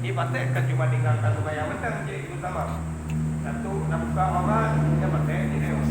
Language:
Achinese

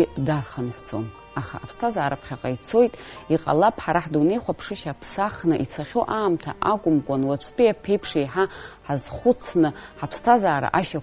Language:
Abkhazian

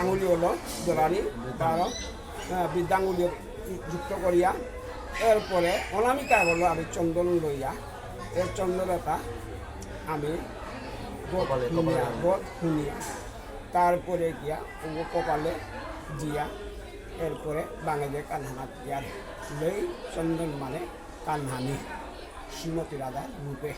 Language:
Bishnupriya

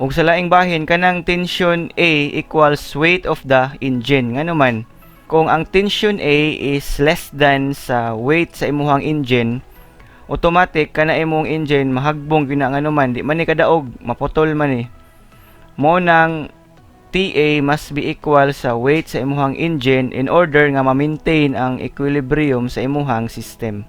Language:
Cebuano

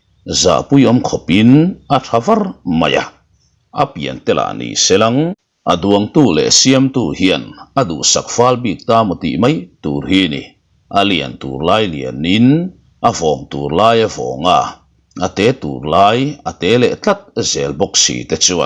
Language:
Mizo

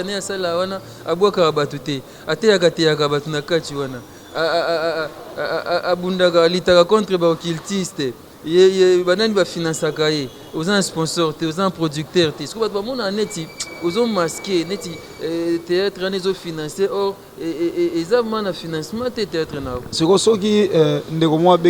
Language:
Lingala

